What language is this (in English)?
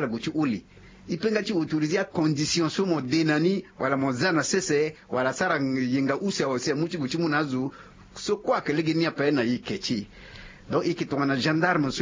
Sango